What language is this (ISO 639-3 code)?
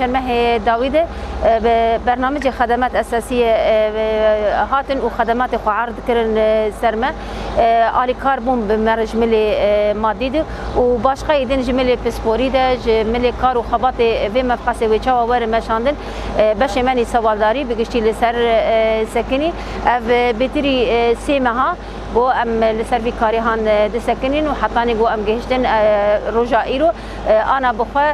kur